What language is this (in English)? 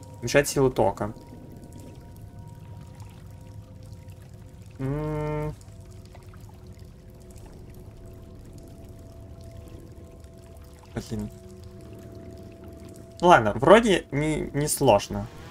Russian